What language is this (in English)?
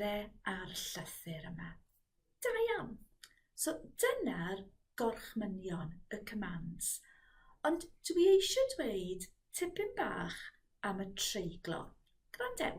Welsh